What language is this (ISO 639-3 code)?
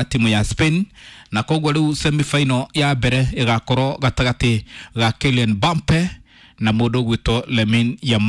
kik